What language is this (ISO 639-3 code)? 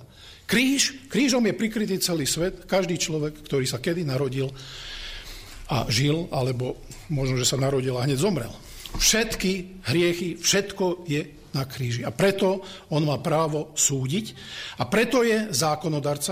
slk